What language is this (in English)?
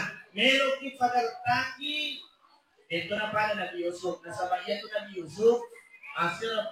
Buginese